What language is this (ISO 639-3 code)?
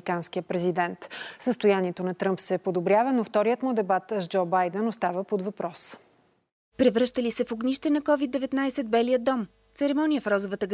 bul